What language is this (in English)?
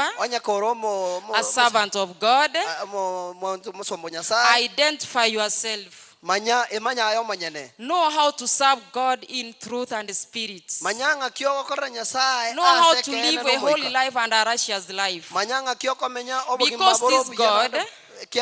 Gusii